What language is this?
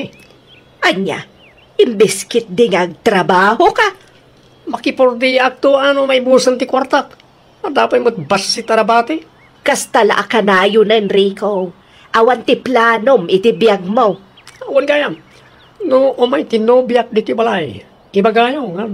Iloko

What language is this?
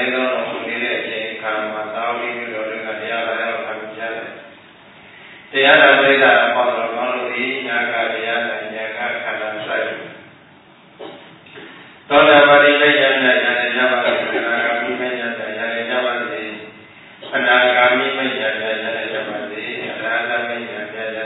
Burmese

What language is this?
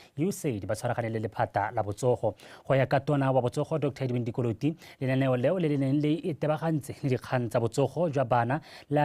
Tswana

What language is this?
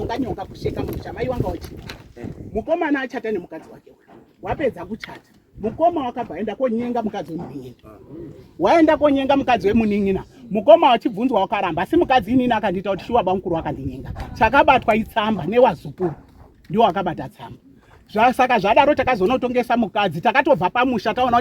Shona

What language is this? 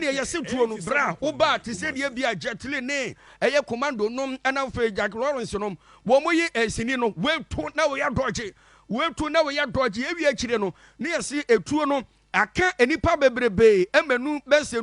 Akan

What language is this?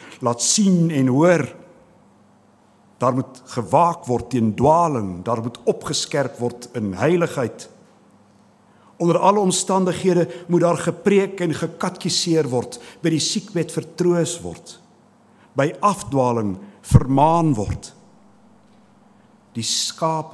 Afrikaans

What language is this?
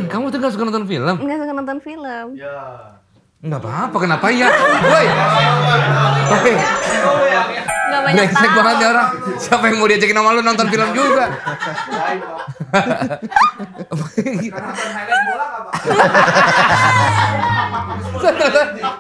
Indonesian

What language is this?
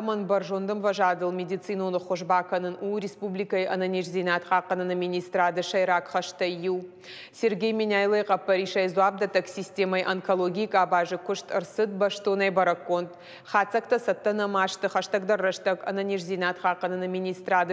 Ossetic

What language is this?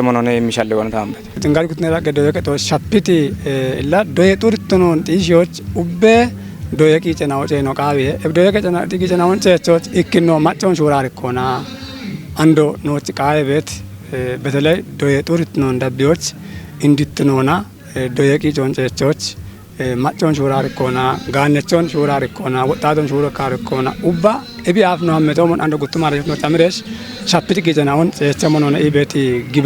Kafa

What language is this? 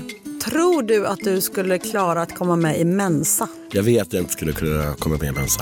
Swedish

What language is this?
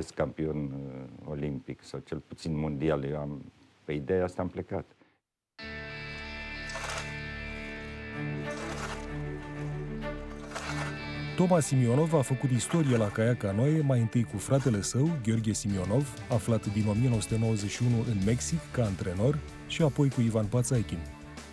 Romanian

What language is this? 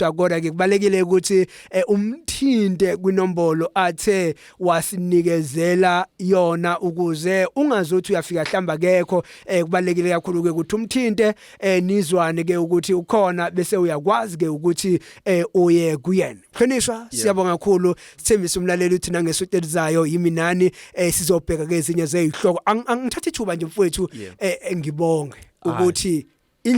Zulu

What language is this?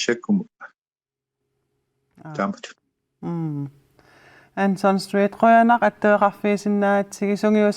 Kalaallisut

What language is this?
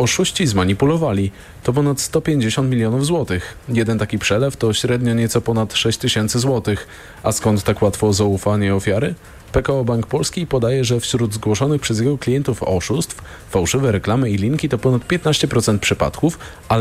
Polish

